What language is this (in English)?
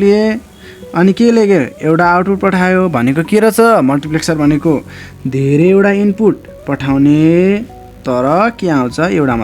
Nepali